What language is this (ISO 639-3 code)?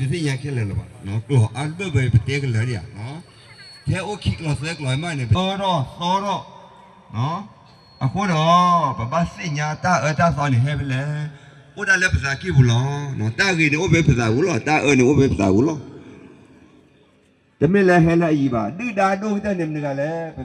ksw